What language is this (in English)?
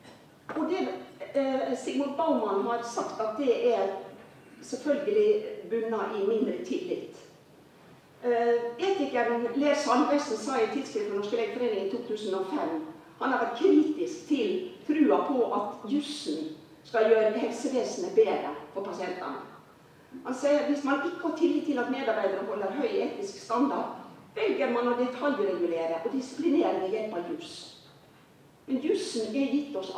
Norwegian